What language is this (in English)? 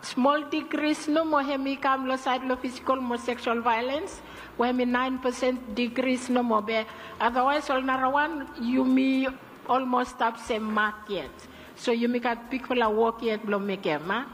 Bislama